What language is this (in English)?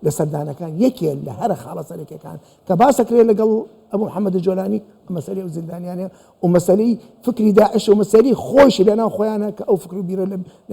Central Kurdish